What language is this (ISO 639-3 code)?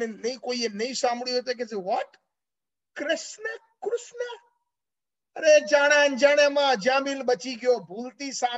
guj